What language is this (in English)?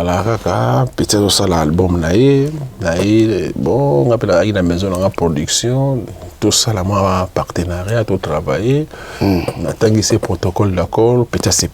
Lingala